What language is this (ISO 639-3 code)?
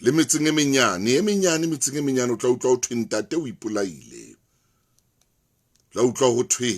sot